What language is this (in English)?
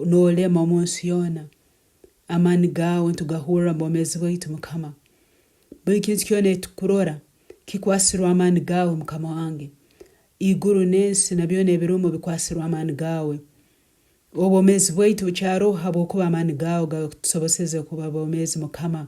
Tooro